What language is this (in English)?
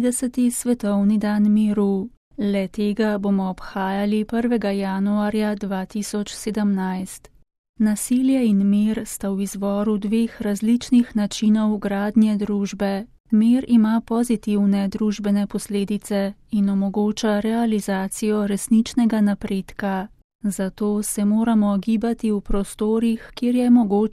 Slovenian